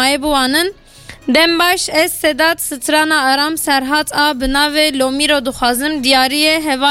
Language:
Kurdish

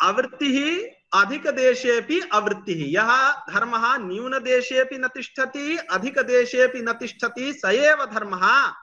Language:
Sanskrit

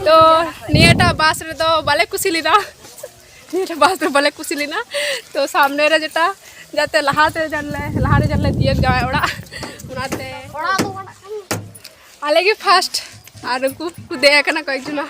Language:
Santali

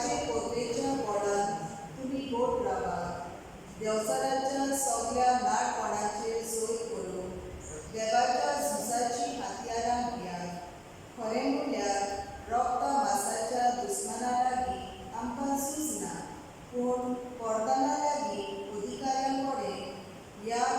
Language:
Konkani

